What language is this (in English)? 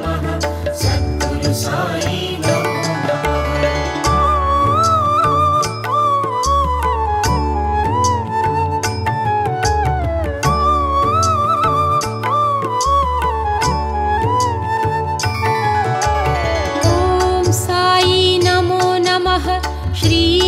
Tamil